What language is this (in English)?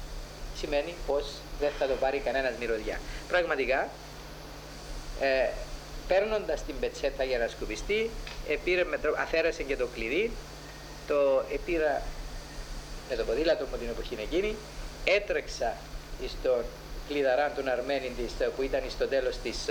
Greek